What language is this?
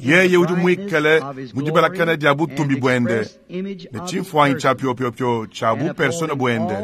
Luba-Lulua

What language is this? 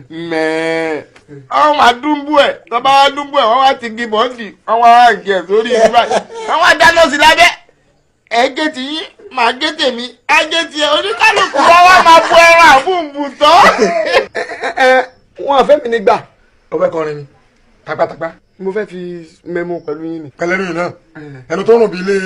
Yoruba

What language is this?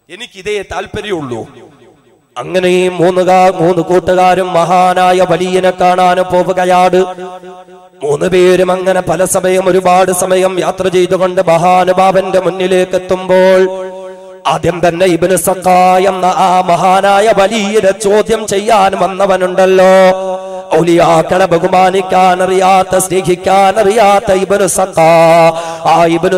Malayalam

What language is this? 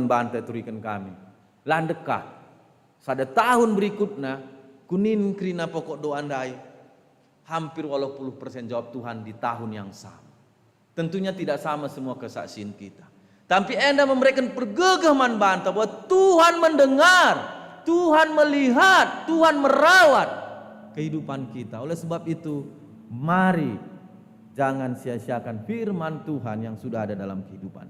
Batak Karo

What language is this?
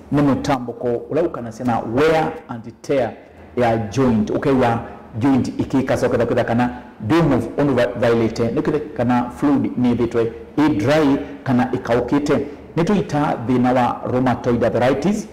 Kamba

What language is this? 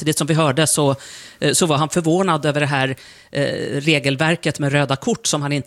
Swedish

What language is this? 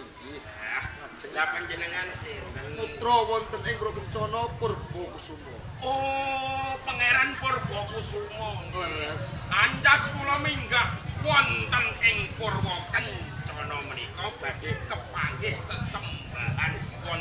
Javanese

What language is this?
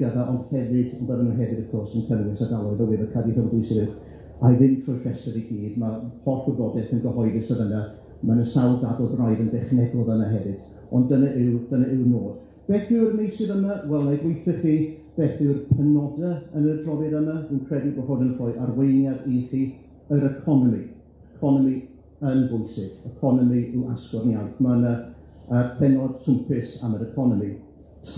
Welsh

